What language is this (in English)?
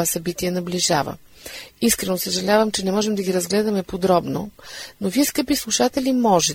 Bulgarian